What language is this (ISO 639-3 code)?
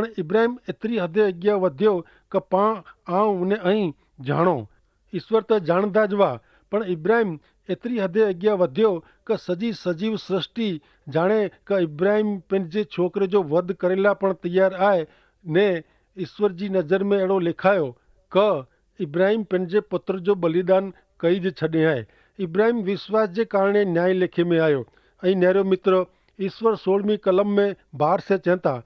kfr